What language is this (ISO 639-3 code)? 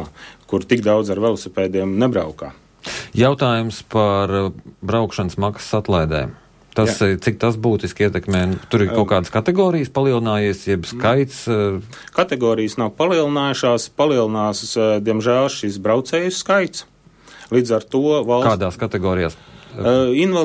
lav